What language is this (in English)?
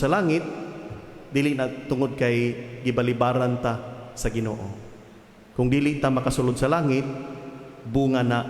Cebuano